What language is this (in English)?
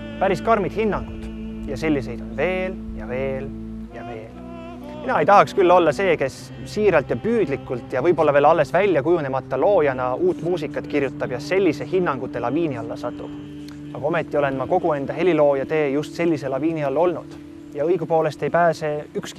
Estonian